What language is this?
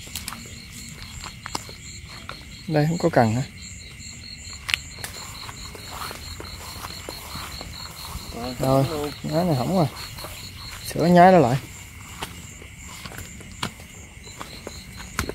Vietnamese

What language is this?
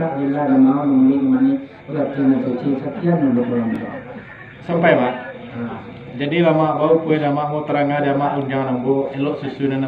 Minangkabau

